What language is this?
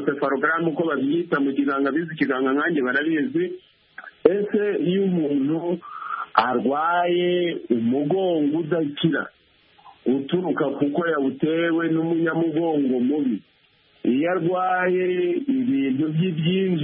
Kinyarwanda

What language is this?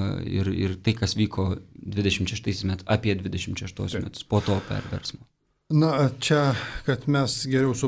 Lithuanian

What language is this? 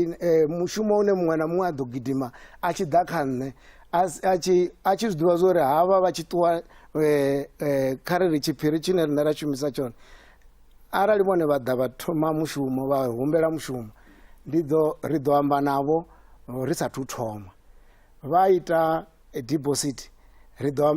Venda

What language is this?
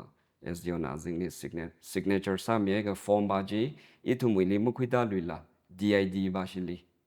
Tangkhul Naga (India)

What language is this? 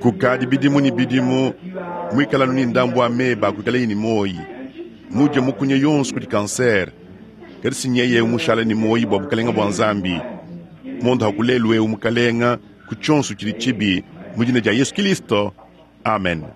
Luba-Lulua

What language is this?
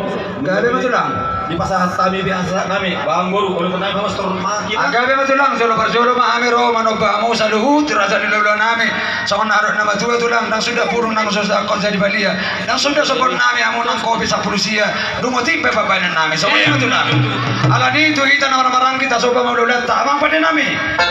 Batak Toba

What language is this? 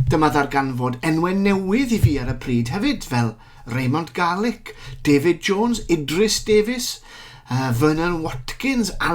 Welsh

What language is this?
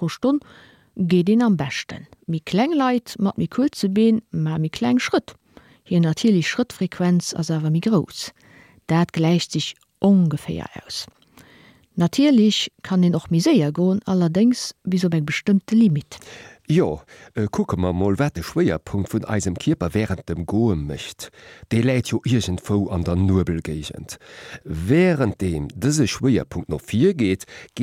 Luxembourgish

